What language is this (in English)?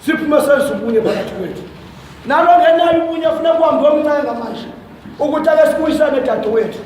Zulu